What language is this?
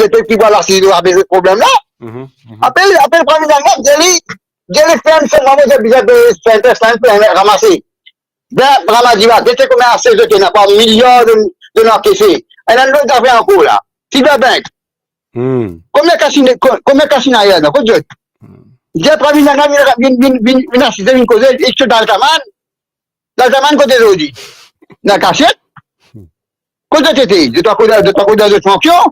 Morisyen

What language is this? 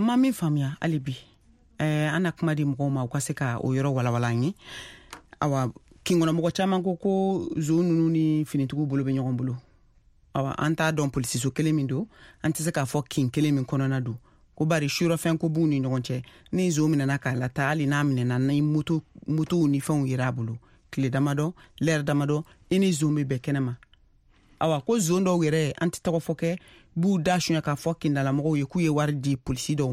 Bambara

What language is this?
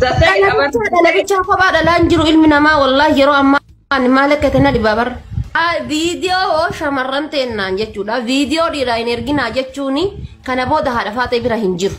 Oromo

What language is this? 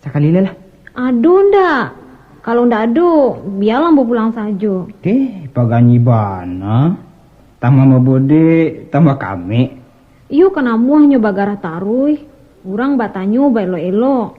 Minangkabau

